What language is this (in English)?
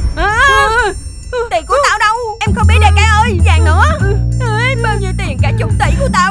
Vietnamese